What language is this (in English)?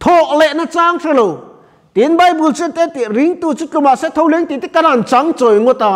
Mizo